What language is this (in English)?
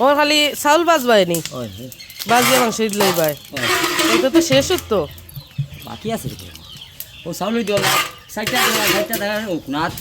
Sylheti